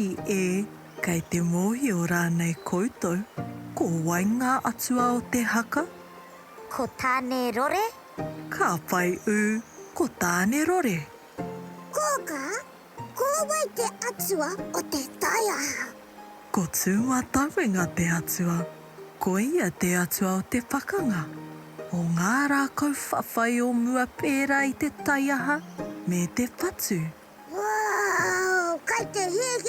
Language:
Māori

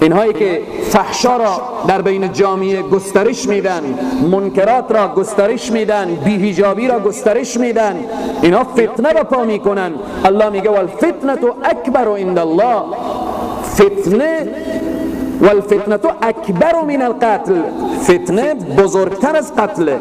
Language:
Persian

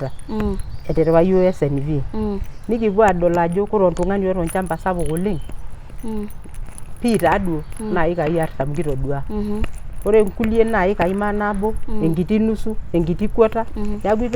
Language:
Masai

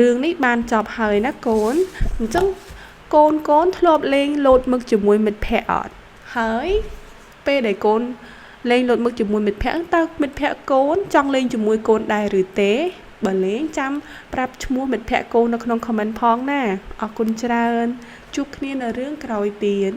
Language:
Khmer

